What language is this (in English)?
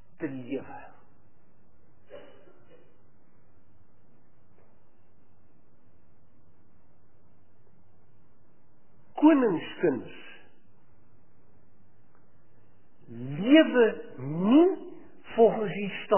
Afrikaans